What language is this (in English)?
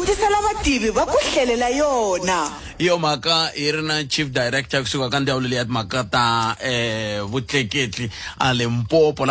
Tsonga